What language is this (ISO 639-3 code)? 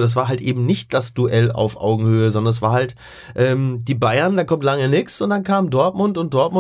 deu